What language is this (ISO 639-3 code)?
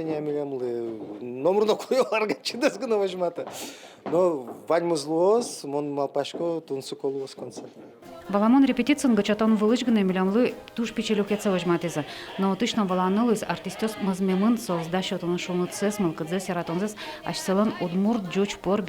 udm